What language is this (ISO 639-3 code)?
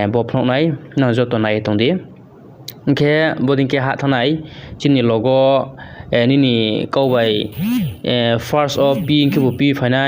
ria